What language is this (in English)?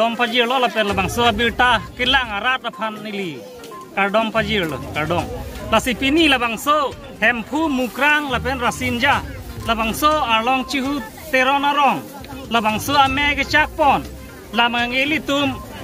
Karbi